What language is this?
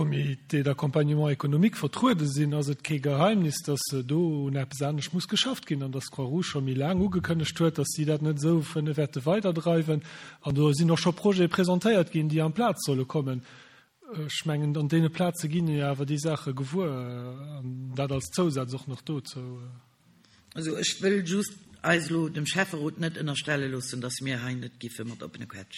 Luxembourgish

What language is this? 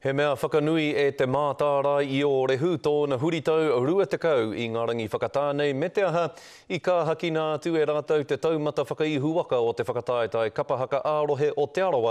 Māori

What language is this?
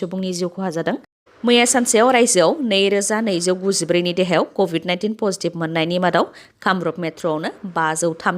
Bodo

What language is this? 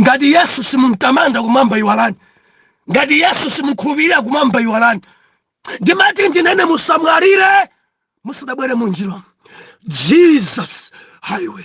Nyanja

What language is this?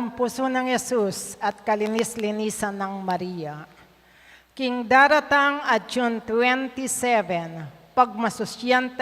Pampanga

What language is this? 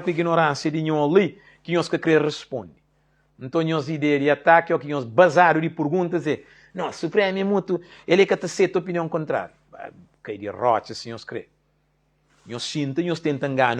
Kabuverdianu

